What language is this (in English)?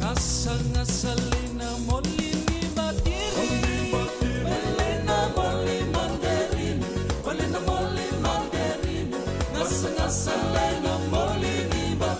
Fijian